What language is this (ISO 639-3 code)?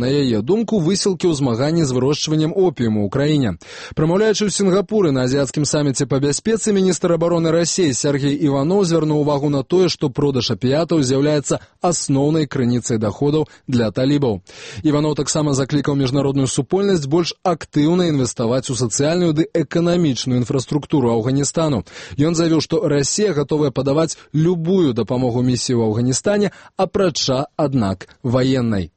bel